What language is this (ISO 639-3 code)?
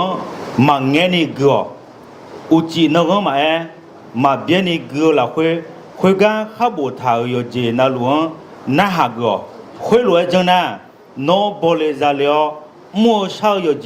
ahk